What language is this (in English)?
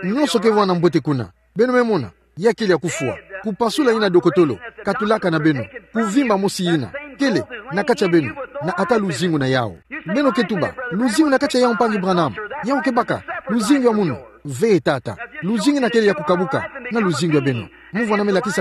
Kituba (Democratic Republic of Congo)